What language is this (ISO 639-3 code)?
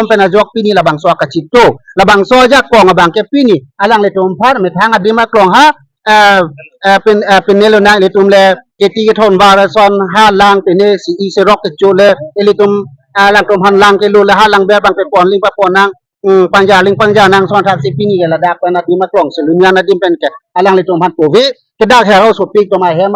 mjw